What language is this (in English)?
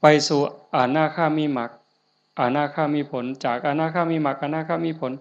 Northeastern Thai